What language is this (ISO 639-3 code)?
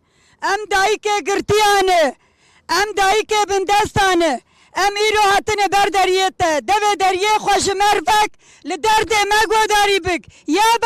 kur